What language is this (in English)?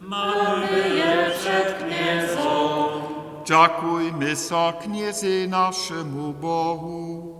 Upper Sorbian